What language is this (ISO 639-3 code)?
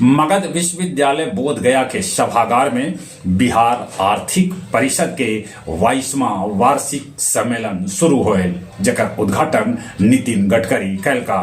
mag